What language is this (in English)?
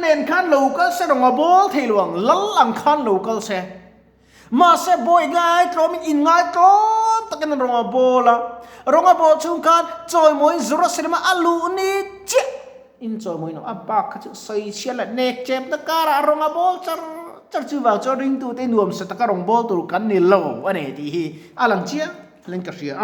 Mizo